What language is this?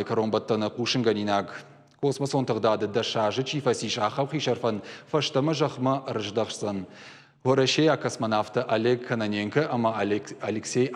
Ossetic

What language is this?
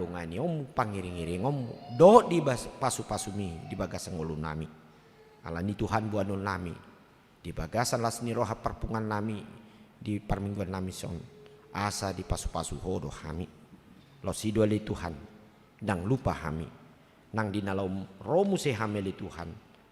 Batak Toba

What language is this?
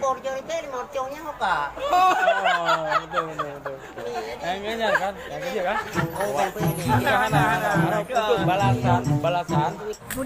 Achinese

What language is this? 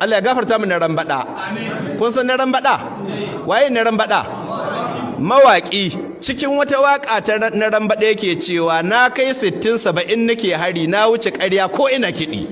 Hausa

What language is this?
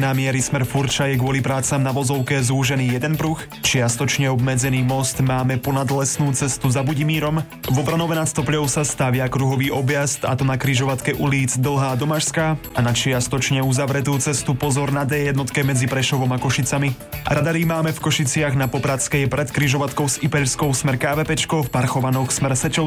Slovak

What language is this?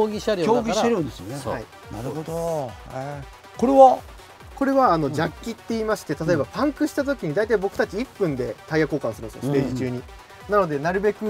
Japanese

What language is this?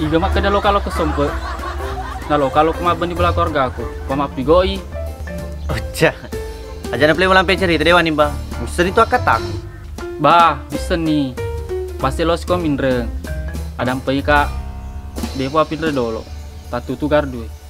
Buginese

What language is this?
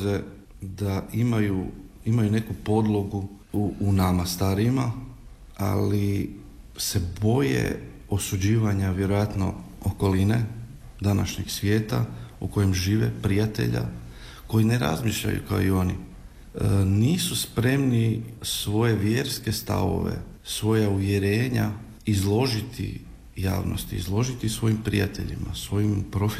Croatian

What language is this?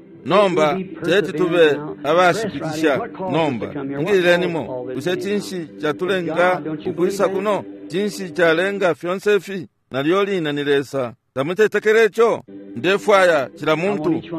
Bemba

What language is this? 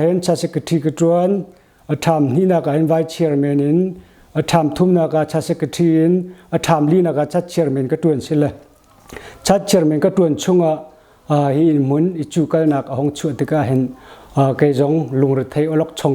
Hakha Chin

